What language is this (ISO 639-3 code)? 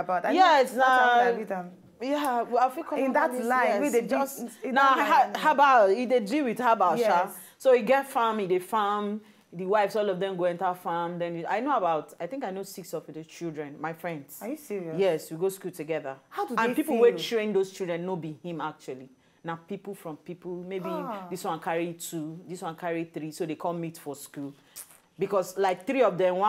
pcm